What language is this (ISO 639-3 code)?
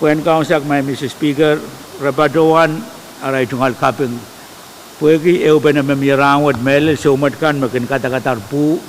pon